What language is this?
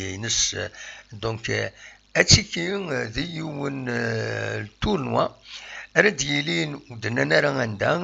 Kabyle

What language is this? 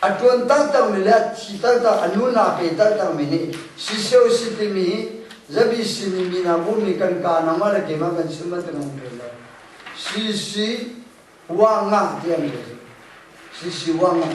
Hakha Chin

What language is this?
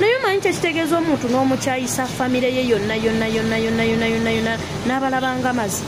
Ganda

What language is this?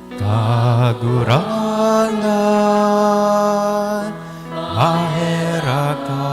Bikol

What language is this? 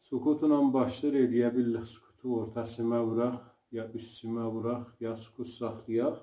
South Azerbaijani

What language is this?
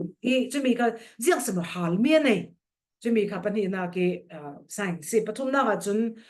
Falam Chin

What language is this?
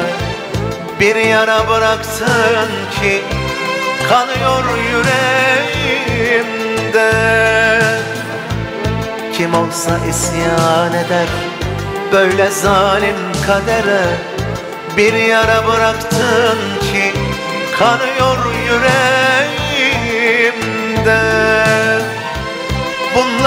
Turkish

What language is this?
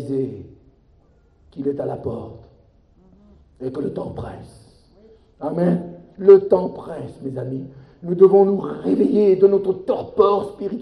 French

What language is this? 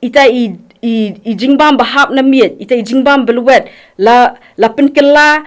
Khasi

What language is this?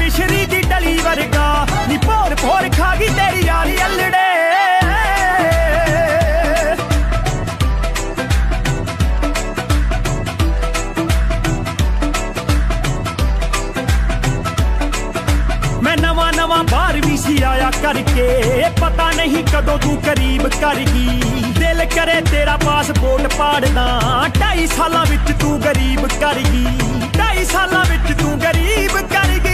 Punjabi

